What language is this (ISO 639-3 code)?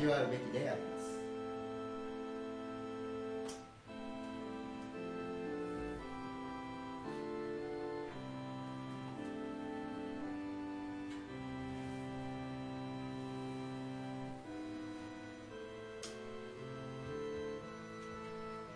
jpn